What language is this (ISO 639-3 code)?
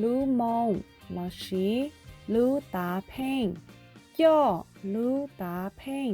hmn